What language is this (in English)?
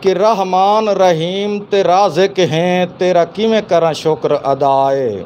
Saraiki